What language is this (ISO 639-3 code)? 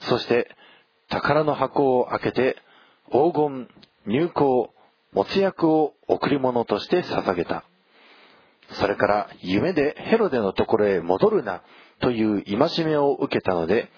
jpn